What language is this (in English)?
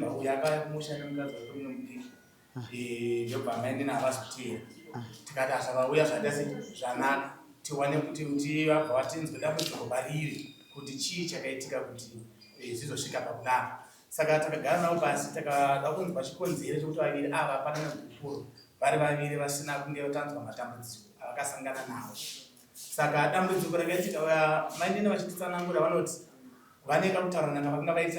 Shona